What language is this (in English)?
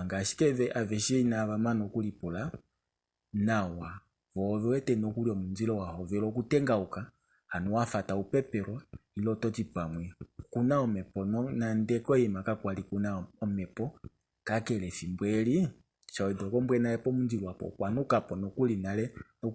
Kuanyama